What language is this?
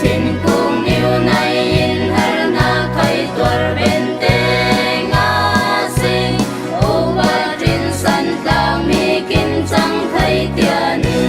Falam Chin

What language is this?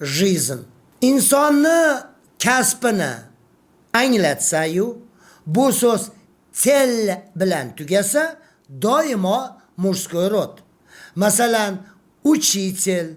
Uzbek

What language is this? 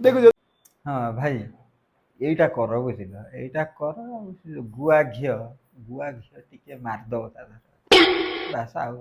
Odia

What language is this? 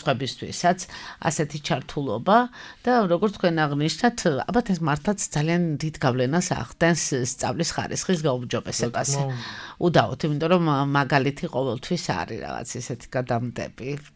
Georgian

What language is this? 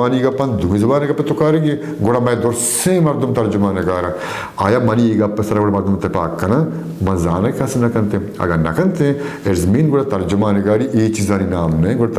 Baluchi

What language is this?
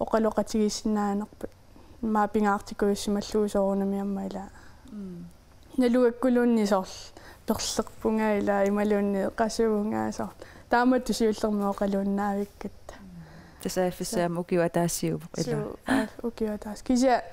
Kalaallisut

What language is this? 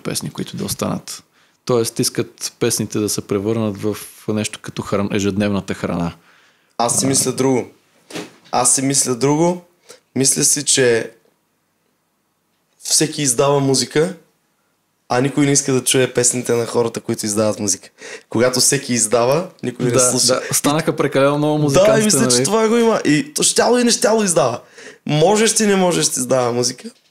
Bulgarian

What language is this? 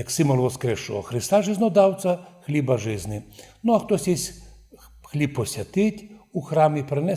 Rusyn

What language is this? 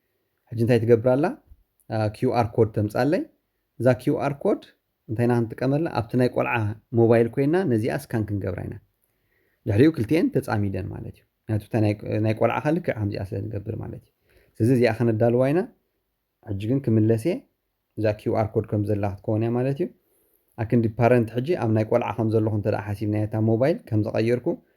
Tigrinya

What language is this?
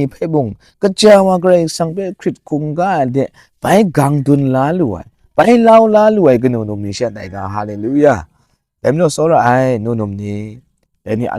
Kachin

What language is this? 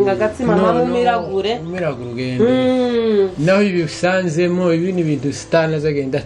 Kinyarwanda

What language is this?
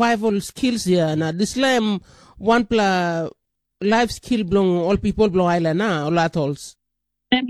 Tok Pisin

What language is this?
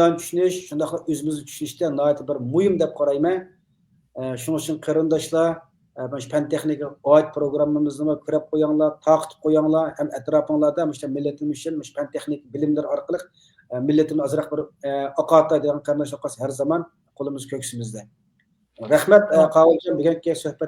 Uyghur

